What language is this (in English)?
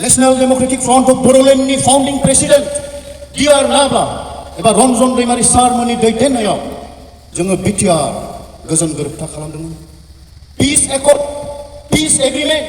Bodo